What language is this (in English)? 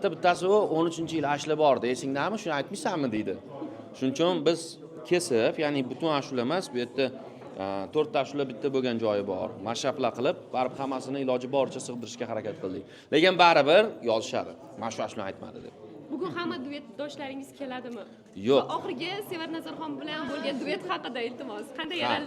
Uzbek